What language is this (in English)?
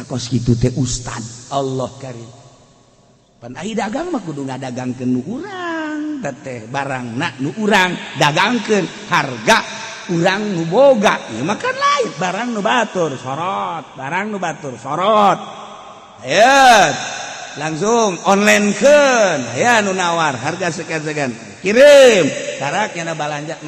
Sundanese